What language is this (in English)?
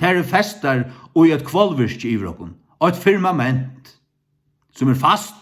Faroese